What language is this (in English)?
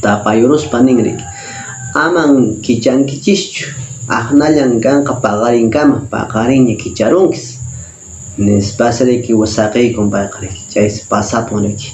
Quechua